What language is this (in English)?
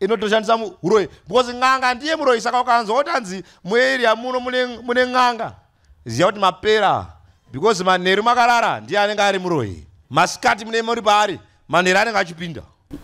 Shona